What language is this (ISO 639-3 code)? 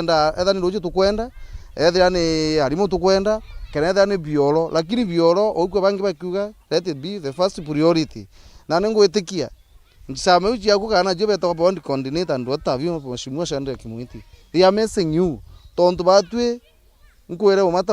mer